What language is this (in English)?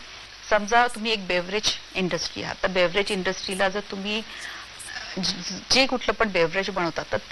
Marathi